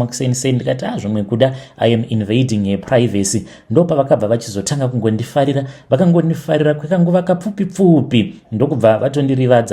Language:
Shona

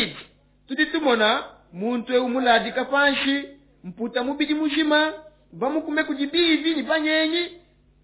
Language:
Luba-Lulua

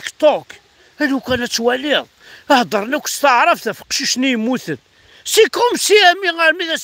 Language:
Kabyle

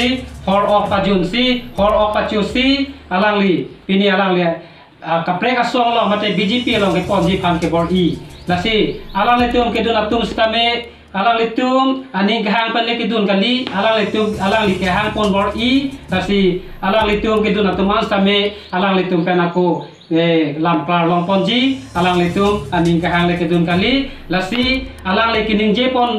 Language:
Karbi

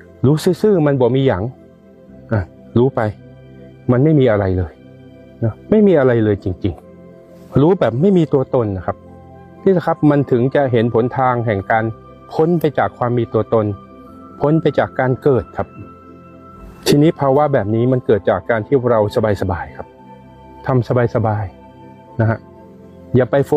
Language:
Thai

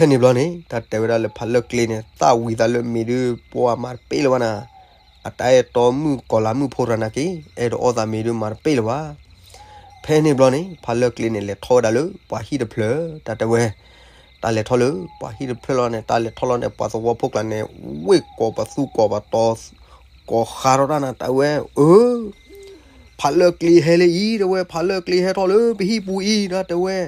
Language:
S'gaw Karen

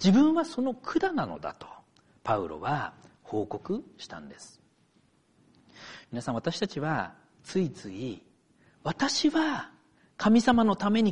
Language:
Japanese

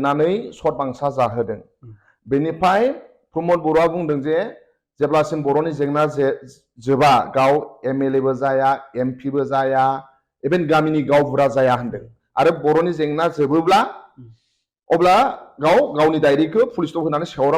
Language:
Bodo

